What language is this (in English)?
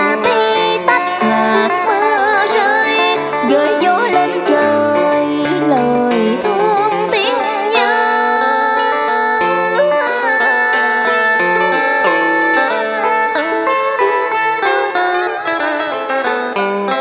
Vietnamese